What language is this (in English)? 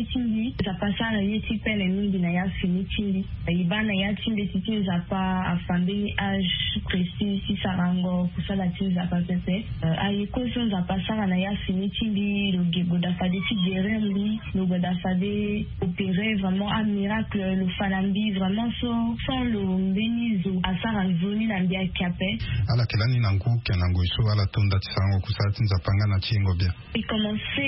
Sango